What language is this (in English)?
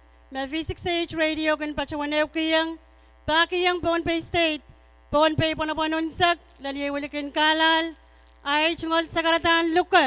Pohnpeian